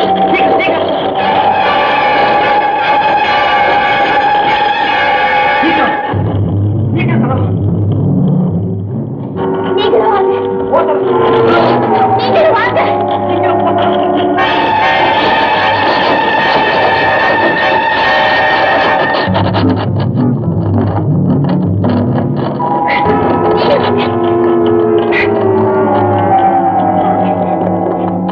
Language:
Tamil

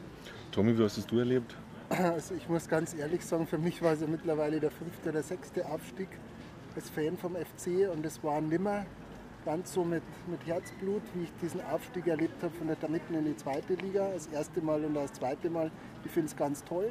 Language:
German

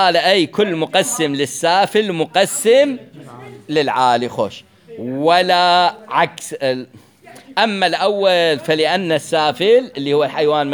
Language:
Mesopotamian Arabic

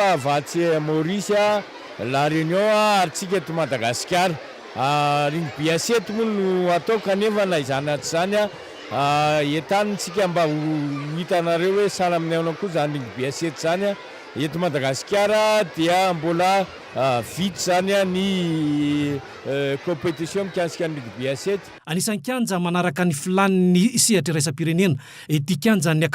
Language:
Malagasy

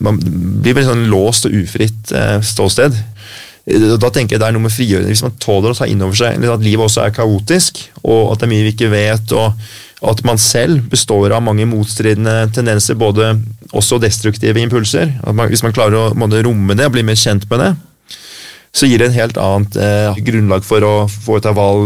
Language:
Norwegian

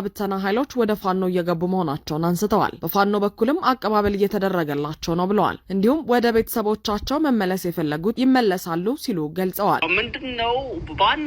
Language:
Amharic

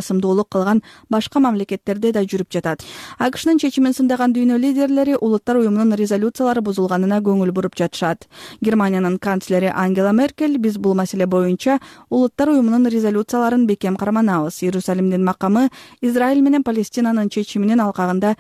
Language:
Kyrgyz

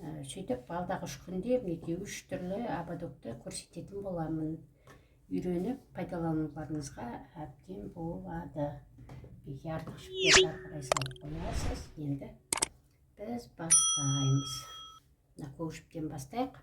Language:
Kazakh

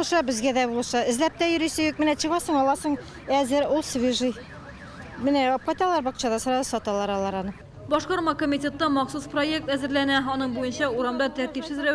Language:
Tatar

